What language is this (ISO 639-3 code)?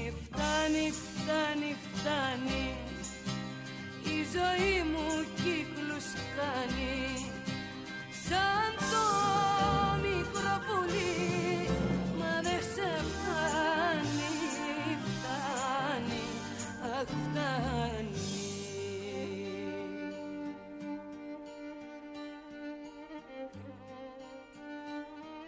ell